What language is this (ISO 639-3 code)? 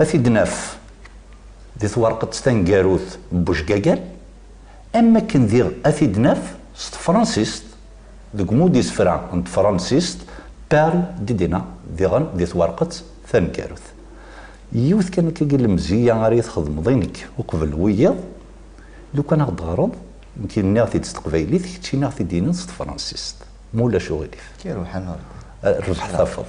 kab